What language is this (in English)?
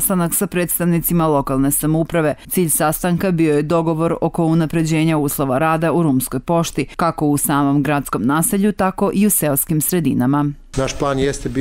Serbian